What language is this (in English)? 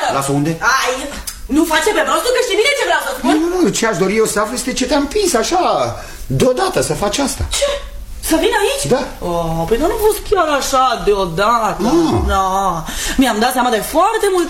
Romanian